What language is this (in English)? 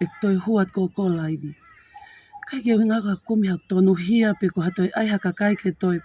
Tongan